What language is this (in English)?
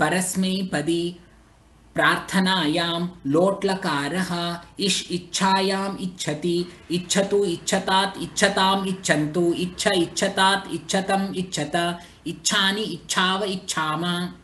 Sanskrit